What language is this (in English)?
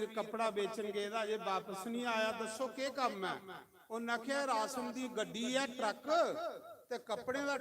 Dogri